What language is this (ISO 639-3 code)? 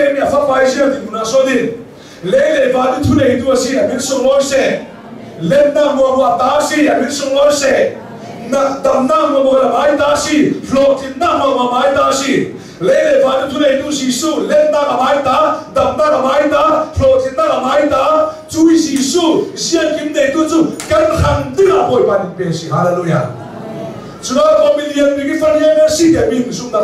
cnh